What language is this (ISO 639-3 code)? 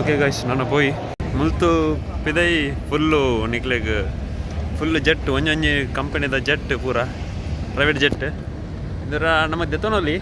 tcy